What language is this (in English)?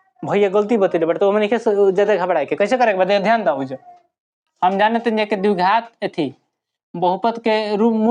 Bhojpuri